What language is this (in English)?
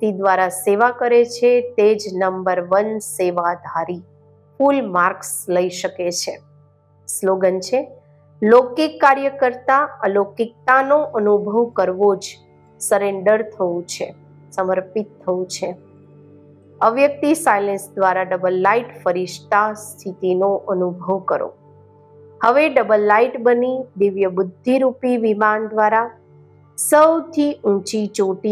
Gujarati